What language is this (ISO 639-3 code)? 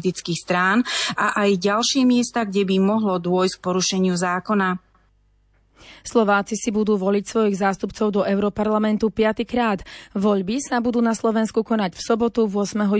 slk